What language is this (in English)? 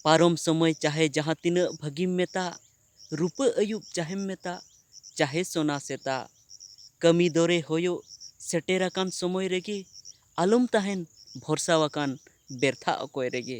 Santali